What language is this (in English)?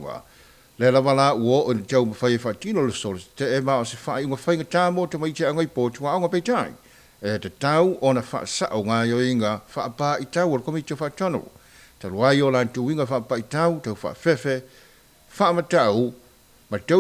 Samoan